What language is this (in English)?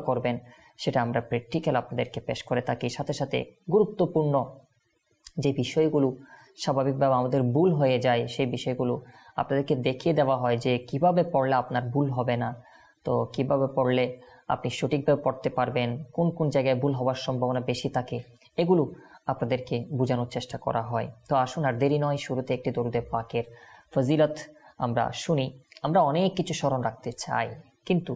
Bangla